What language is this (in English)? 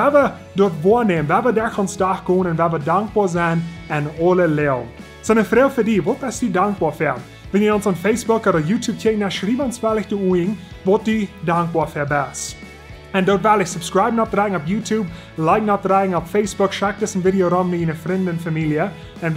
Plautdietsch